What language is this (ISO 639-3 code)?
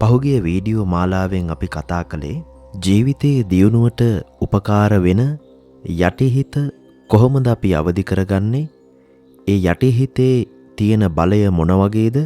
sin